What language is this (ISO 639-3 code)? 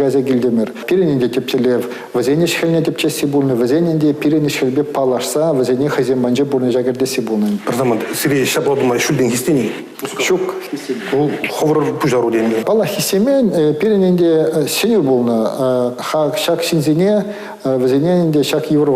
chv